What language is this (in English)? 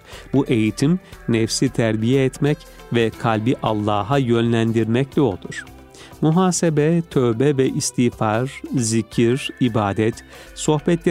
Turkish